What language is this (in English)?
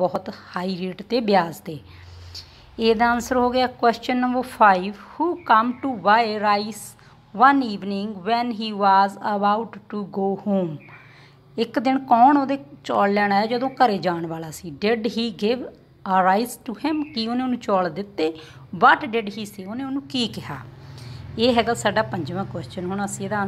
Punjabi